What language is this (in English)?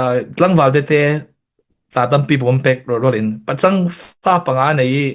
Falam Chin